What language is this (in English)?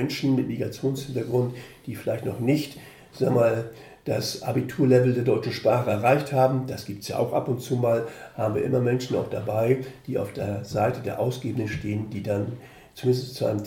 German